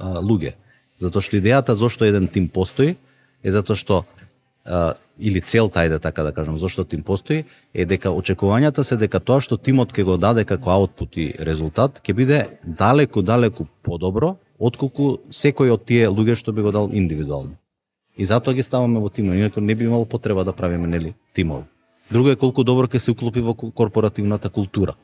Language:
Macedonian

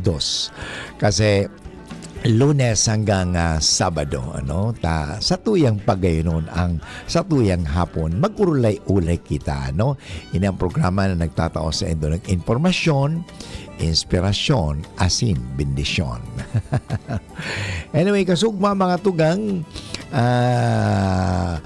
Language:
Bikol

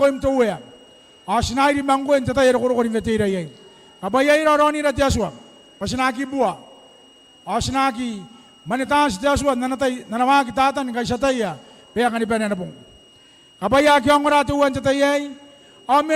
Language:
Gilbertese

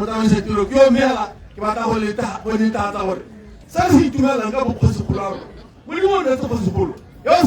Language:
Tswana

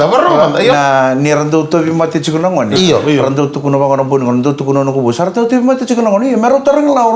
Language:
Fijian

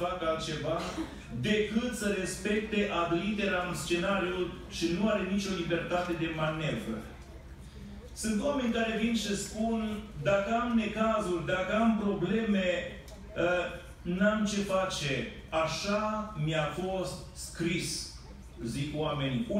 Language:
Romanian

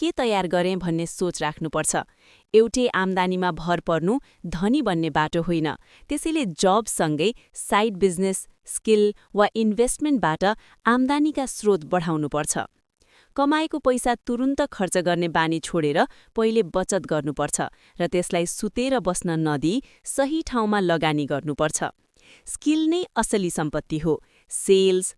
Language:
Nepali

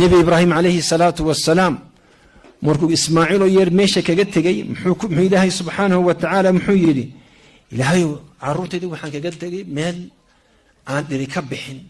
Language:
Somali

